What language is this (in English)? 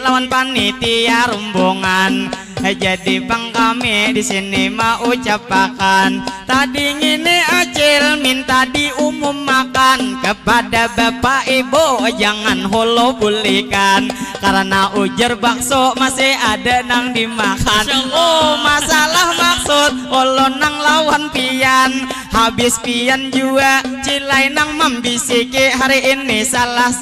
Banjar